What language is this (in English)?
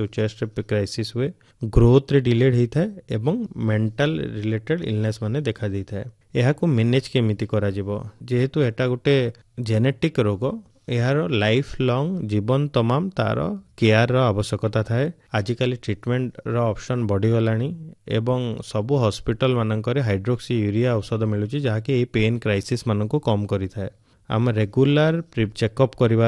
Odia